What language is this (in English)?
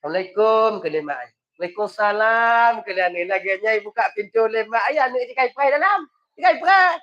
Achinese